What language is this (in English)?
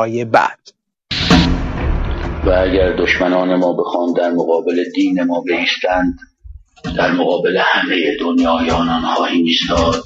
Persian